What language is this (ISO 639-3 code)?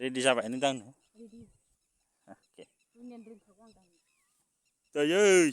brx